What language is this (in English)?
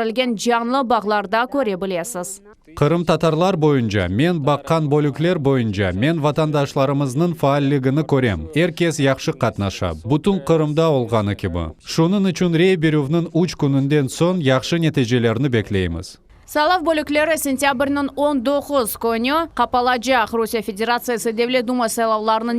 Crimean Tatar